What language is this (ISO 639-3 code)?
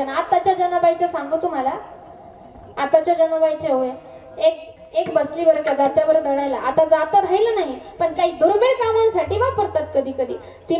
mar